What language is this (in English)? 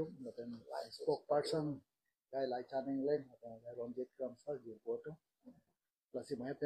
Karbi